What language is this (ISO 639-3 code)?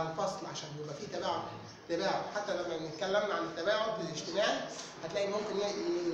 arz